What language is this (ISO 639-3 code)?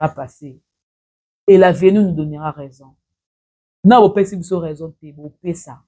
lin